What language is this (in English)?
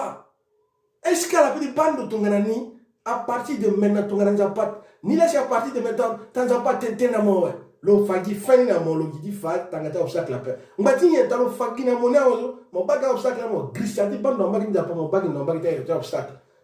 Sango